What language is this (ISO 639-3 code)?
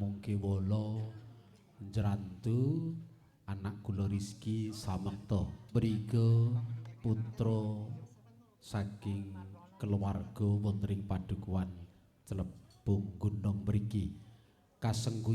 jav